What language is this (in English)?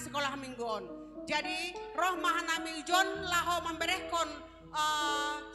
Batak Simalungun